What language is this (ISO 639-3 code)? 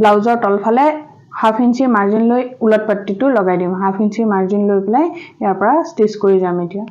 asm